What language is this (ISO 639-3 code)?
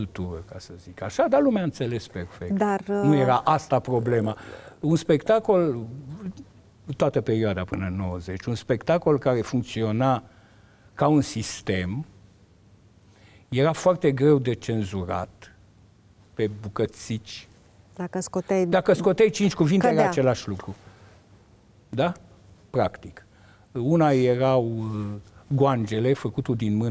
ron